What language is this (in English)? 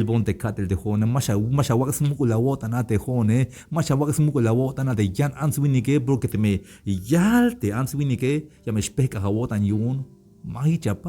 Tzeltal